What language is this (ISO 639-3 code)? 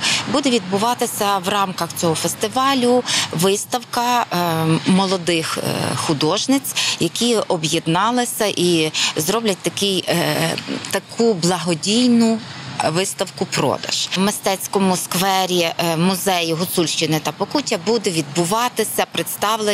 ukr